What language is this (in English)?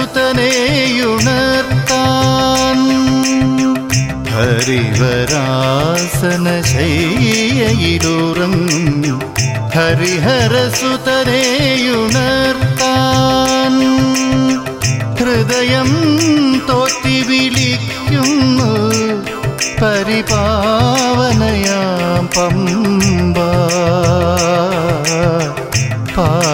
Malayalam